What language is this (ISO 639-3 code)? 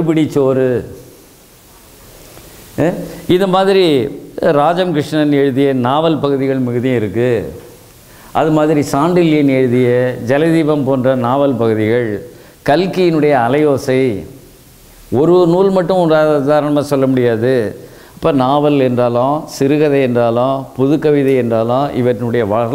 tam